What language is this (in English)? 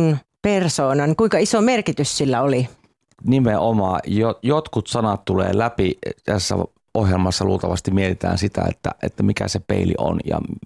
Finnish